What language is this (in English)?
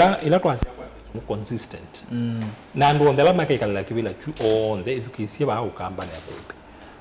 Kamba